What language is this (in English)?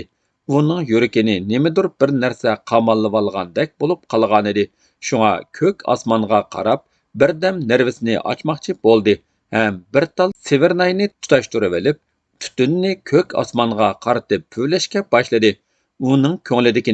Uyghur